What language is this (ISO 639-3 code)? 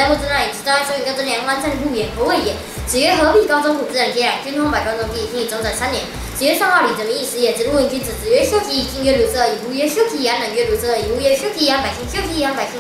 lzh